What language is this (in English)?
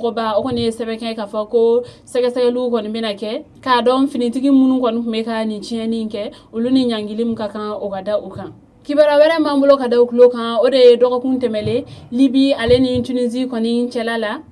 Bambara